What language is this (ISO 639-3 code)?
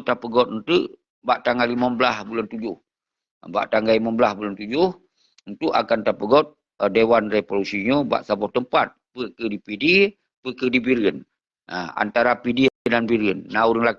ace